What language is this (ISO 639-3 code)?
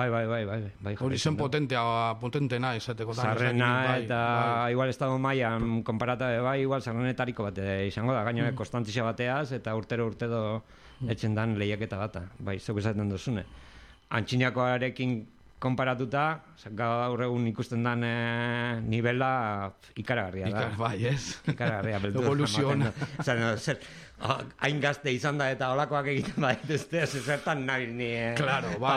eus